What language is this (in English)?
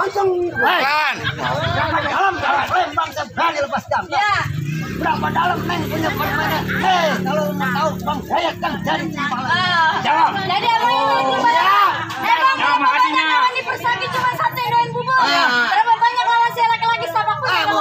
Betawi